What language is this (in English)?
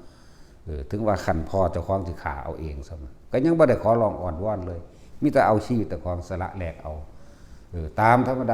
Northeastern Thai